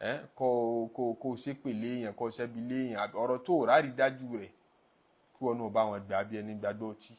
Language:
Yoruba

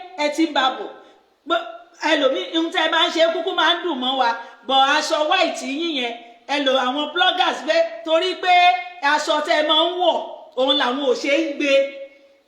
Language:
Yoruba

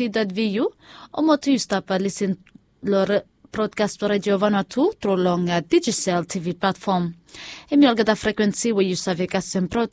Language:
Bislama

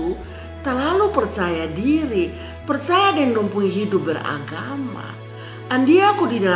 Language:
Kupang Malay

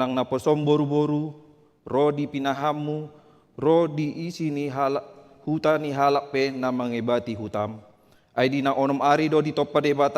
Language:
Batak Toba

